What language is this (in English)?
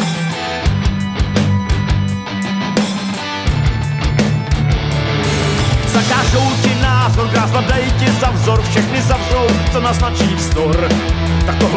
Czech